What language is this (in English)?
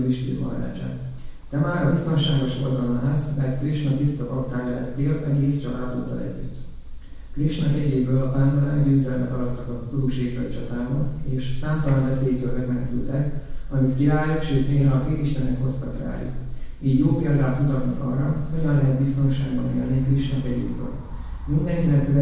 Hungarian